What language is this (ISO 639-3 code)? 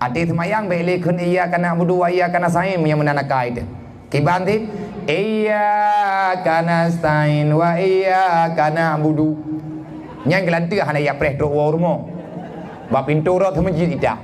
ace